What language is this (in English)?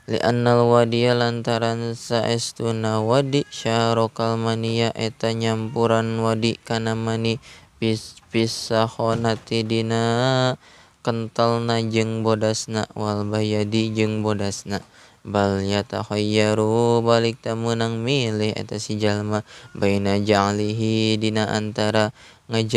Sundanese